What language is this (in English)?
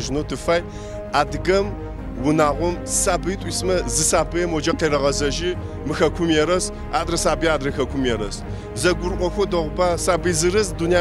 Kabardian